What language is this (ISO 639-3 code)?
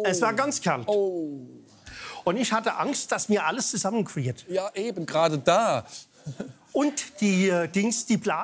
deu